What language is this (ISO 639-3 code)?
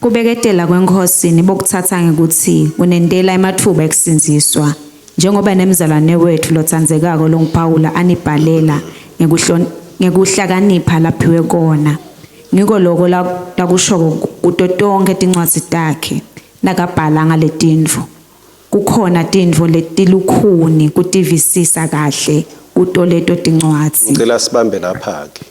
ssw